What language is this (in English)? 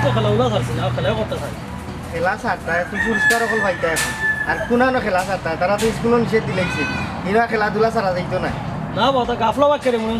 Sylheti